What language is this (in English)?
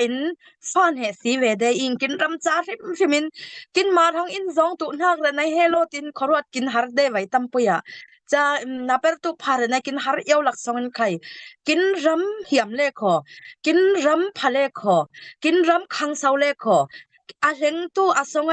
Falam Chin